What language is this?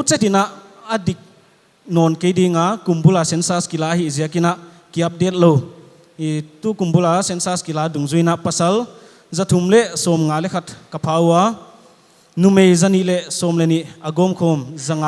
Paite Chin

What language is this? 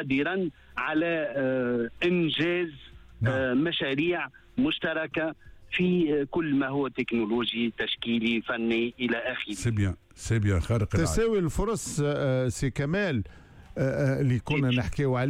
Tunisian Arabic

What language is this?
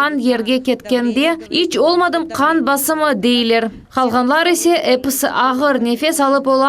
Crimean Tatar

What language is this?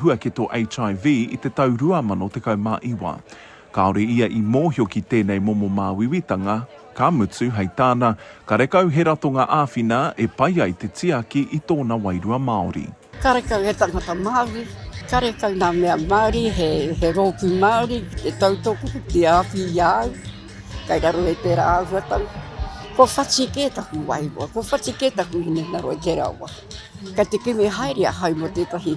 Māori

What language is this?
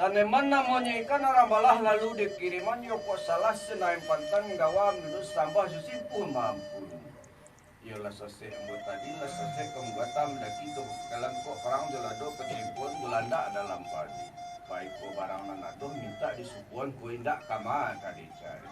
Minangkabau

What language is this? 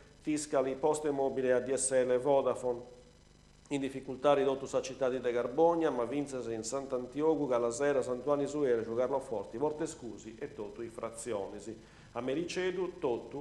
Sardinian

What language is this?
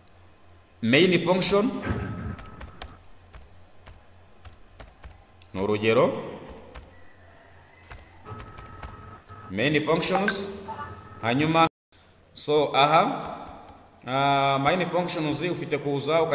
Kinyarwanda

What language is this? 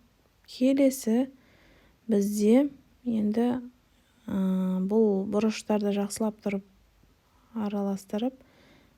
Kazakh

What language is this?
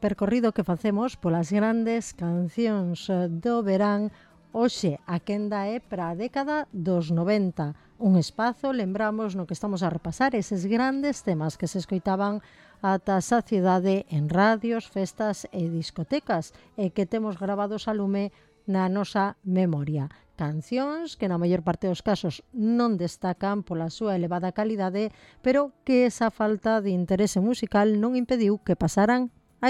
Galician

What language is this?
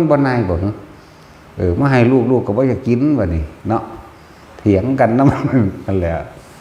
Northeastern Thai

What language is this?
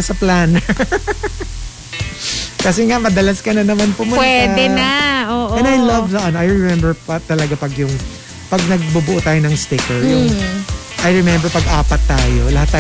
Filipino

